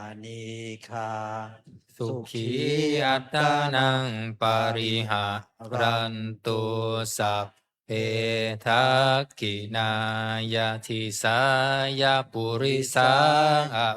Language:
Pali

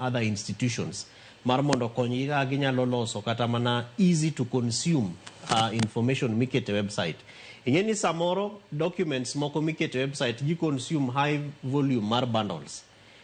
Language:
Luo (Kenya and Tanzania)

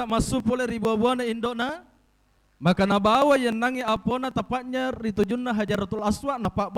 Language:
Buginese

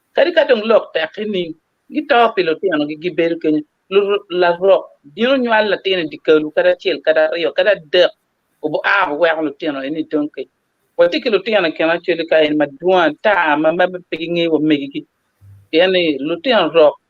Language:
Acoli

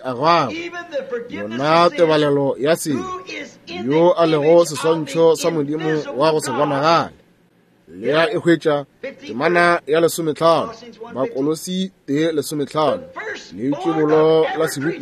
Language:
Northern Sotho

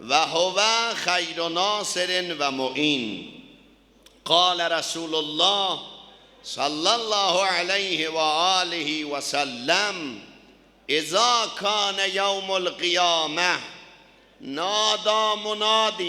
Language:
South Azerbaijani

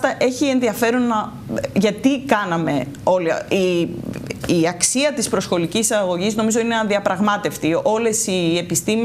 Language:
Greek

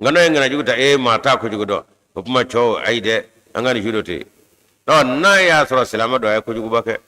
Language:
Bambara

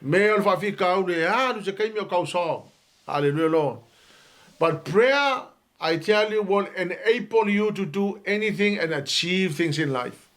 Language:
Samoan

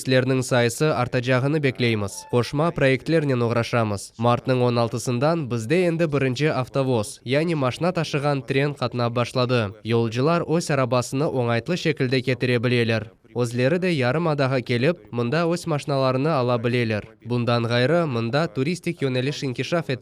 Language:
Crimean Tatar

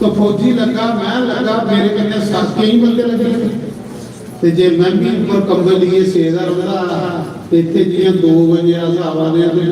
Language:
Dogri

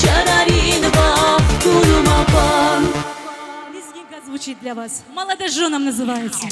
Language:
Tabassaran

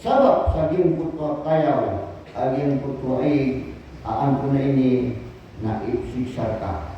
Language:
Maranao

